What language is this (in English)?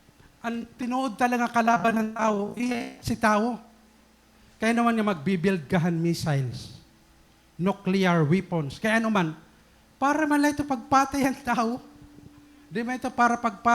Waray